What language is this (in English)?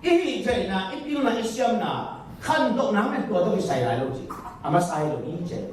Tedim Chin